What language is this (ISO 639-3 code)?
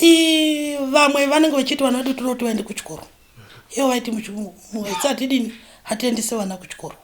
sna